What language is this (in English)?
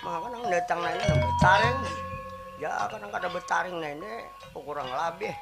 Banjar